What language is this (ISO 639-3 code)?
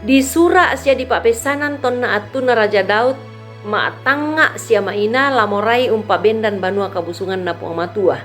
sda